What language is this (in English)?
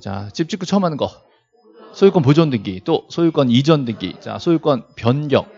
Korean